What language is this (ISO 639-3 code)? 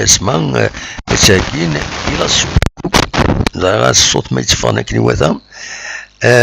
kab